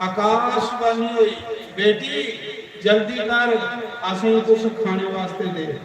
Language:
Dogri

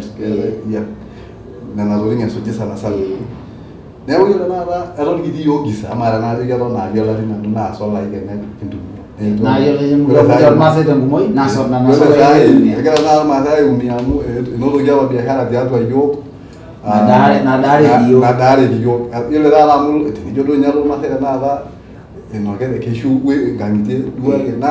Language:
Masai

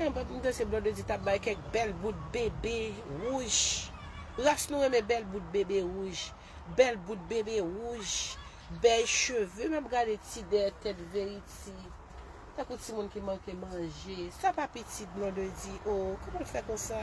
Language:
Haitian Creole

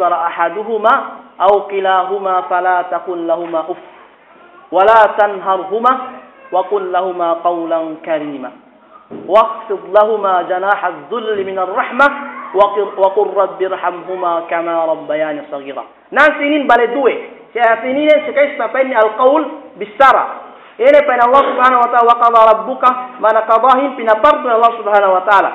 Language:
Yakan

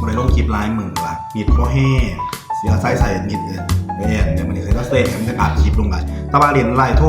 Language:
Northeastern Thai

